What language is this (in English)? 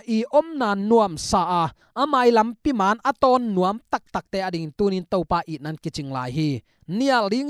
Tedim Chin